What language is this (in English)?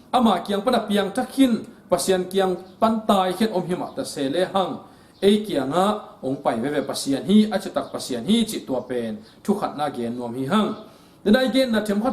Tedim Chin